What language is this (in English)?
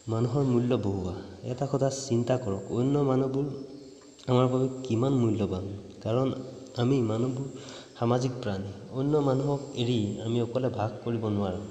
Assamese